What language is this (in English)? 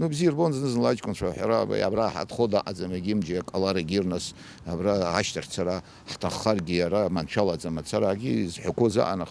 Abkhazian